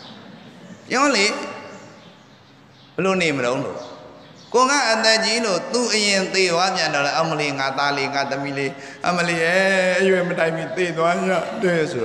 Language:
Burmese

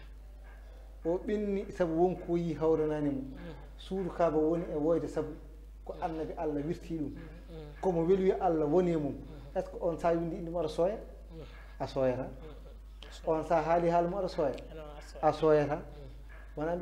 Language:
Fula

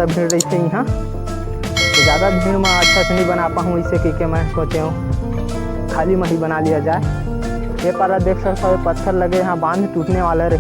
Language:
Chhattisgarhi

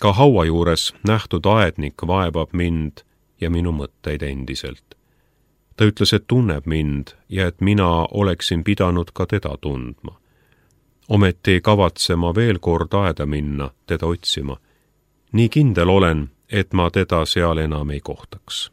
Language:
Estonian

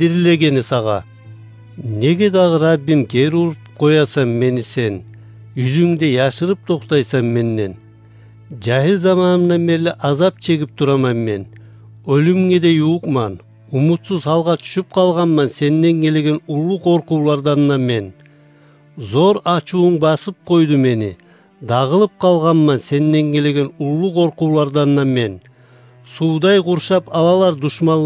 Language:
Kumyk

